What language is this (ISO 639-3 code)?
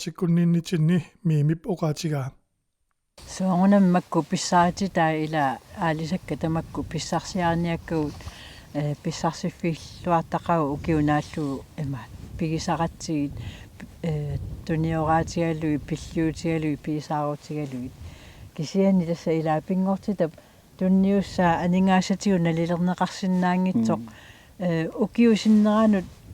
kal